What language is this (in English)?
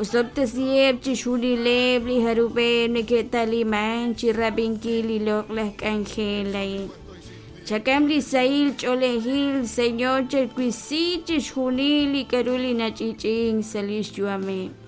Kekchí